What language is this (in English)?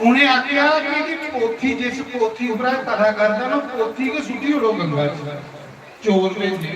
Dogri